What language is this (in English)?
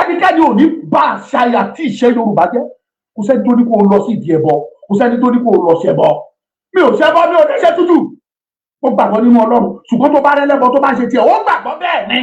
Yoruba